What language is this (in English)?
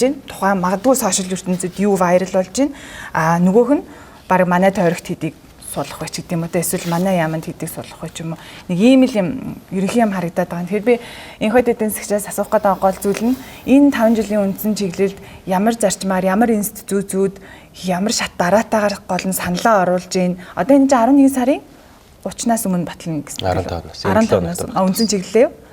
Mongolian